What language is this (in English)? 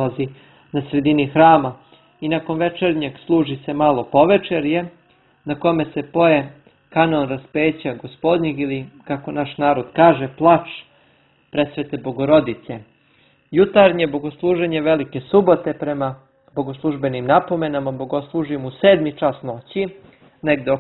Serbian